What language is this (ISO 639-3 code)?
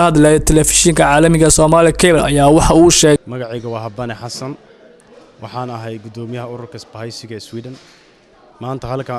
som